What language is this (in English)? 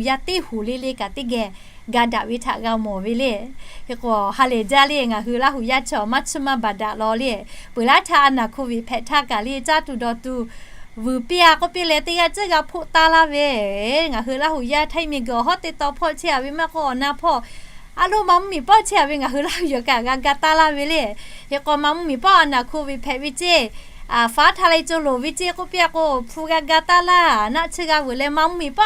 Lahu